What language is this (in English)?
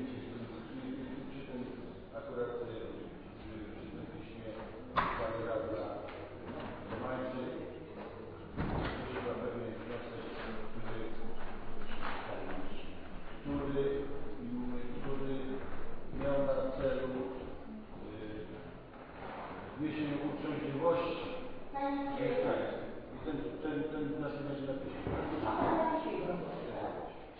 Polish